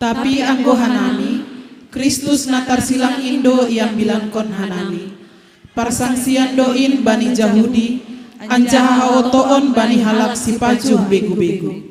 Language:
Batak Simalungun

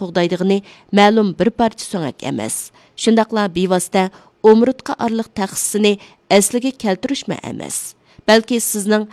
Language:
Uyghur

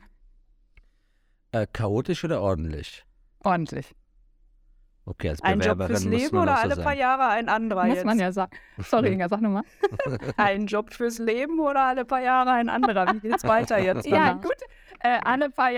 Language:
German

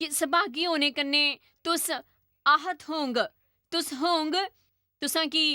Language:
Dogri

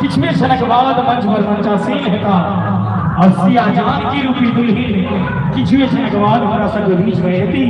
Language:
Maithili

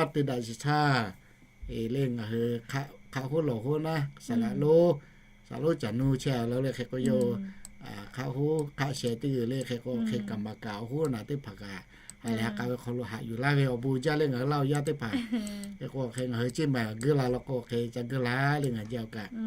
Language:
Lahu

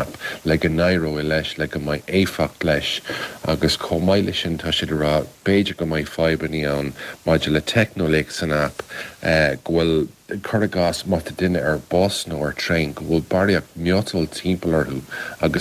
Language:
Irish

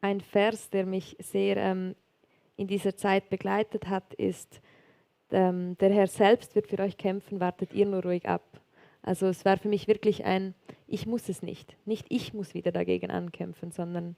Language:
Swiss German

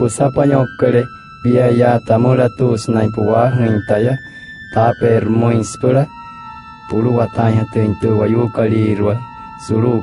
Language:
Wayuu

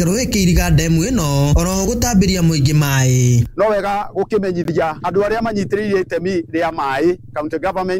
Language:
Kikuyu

